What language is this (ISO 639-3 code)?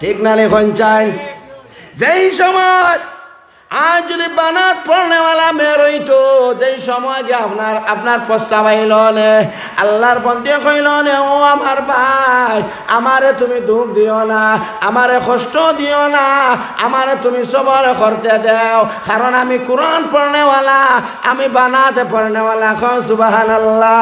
syl